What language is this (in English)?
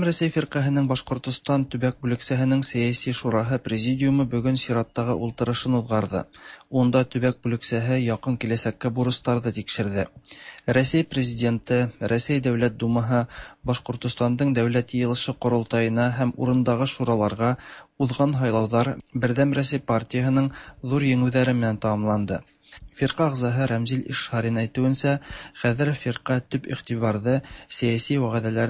Tatar